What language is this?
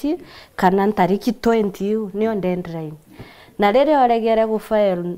Meru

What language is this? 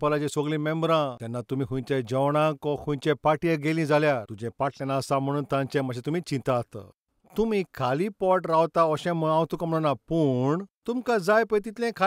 Konkani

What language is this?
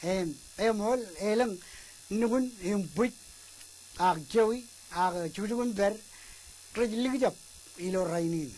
Marshallese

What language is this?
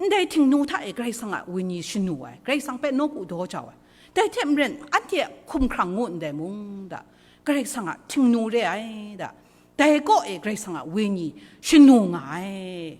Kachin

